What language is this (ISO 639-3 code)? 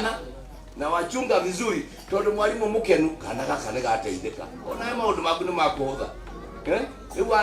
kik